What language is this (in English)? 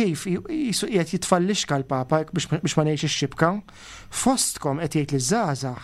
Maltese